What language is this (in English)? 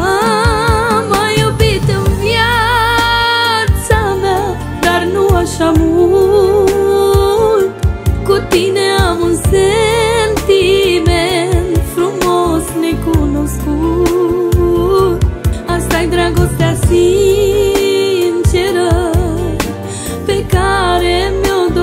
Romanian